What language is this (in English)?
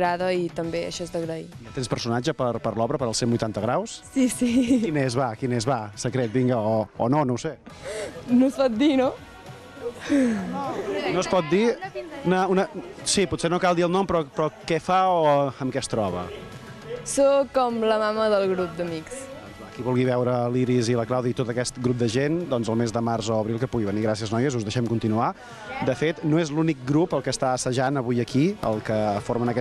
Catalan